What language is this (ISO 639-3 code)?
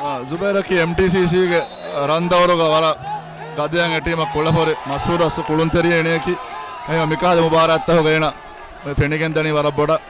div